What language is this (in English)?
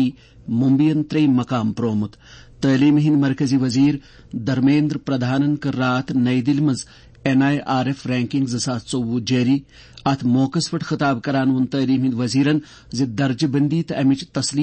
Kashmiri